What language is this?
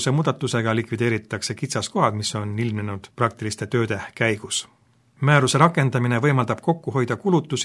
Estonian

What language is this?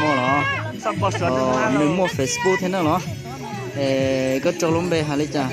Hmong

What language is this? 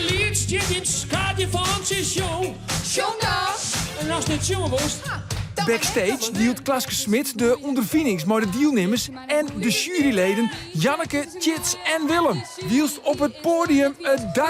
Western Frisian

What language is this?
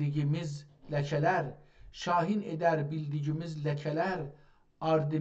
South Azerbaijani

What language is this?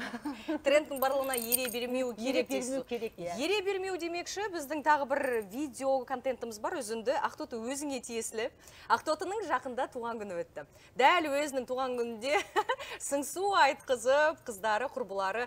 Kazakh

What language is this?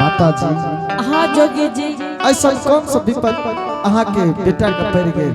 Angika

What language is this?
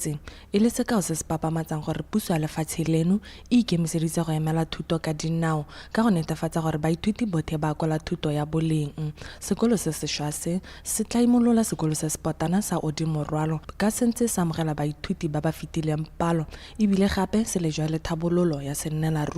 Tswana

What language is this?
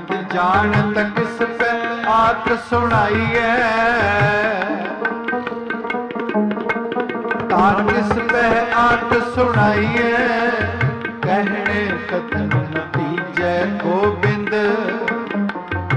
Punjabi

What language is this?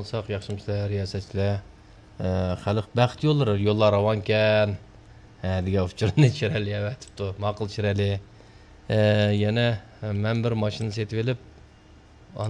Uyghur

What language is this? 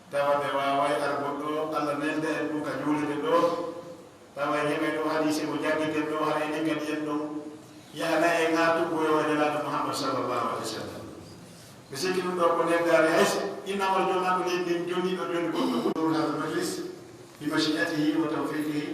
Pular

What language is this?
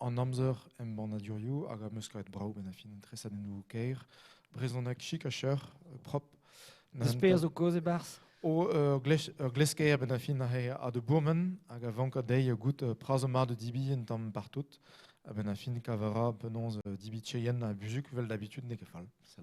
Breton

